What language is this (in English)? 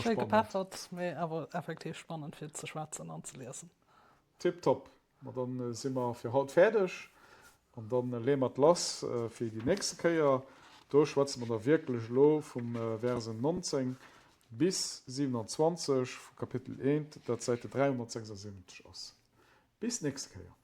Luxembourgish